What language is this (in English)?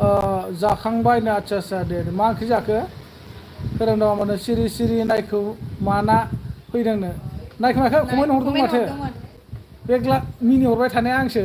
Bodo